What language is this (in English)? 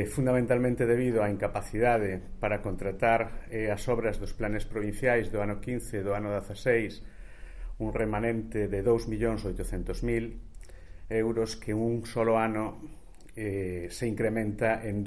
Galician